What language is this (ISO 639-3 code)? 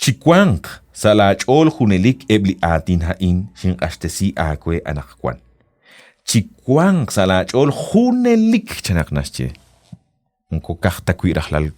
kek